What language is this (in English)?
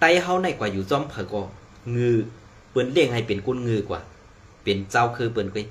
Shan